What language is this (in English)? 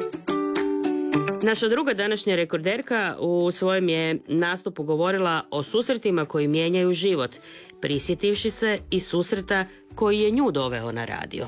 Croatian